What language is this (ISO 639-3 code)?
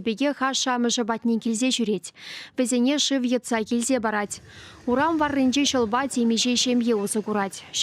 chv